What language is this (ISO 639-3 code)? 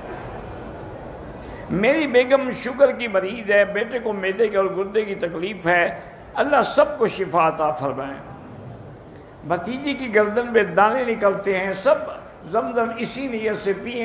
urd